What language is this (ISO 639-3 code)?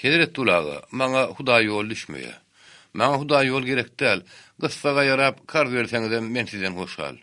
tuk